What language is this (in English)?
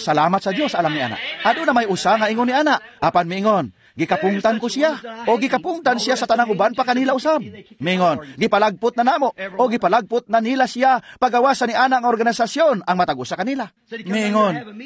Cebuano